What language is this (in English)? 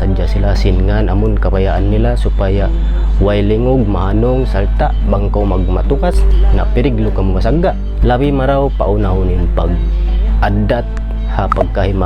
Tausug